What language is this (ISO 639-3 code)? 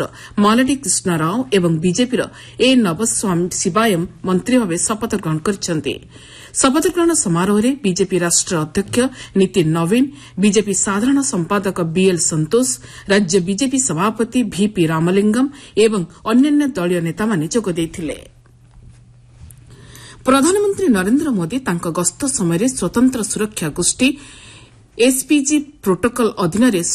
ori